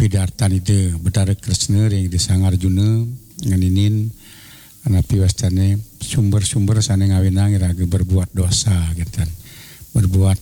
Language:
Balinese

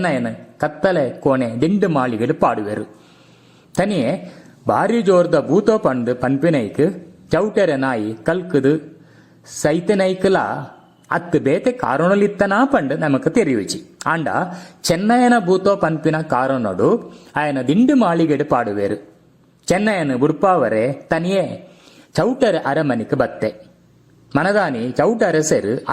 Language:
Tulu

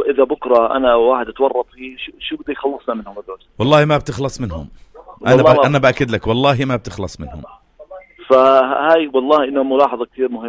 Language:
North Levantine Arabic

